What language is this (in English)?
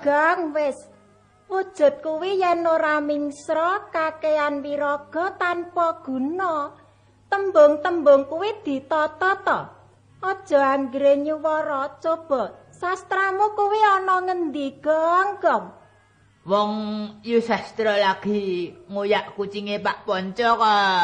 Javanese